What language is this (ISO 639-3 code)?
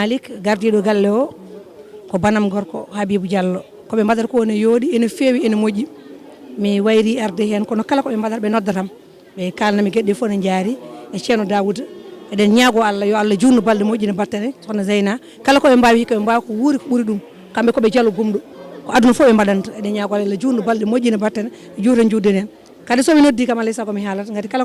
ful